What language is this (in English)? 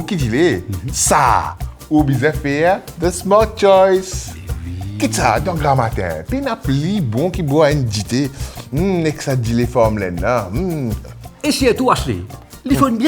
Morisyen